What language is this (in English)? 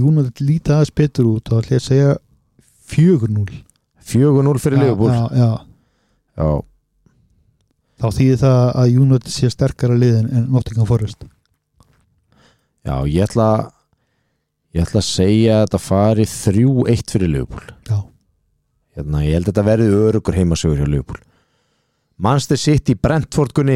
Icelandic